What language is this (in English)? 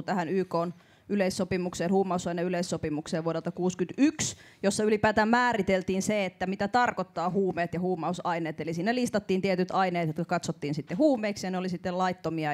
Finnish